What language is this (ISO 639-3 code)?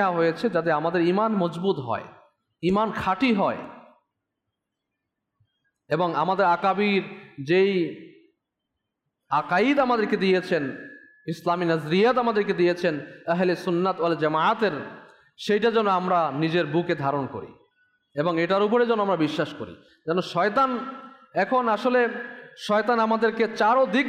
ben